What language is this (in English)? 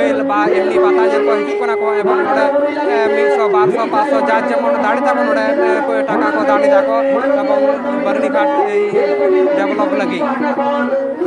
Santali